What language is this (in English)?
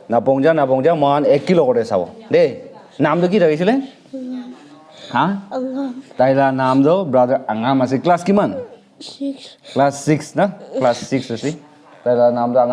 Naga Pidgin